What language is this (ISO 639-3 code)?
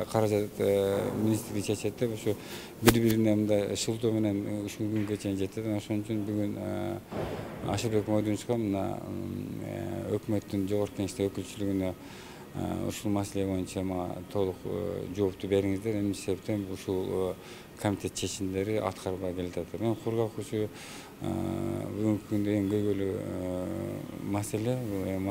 kir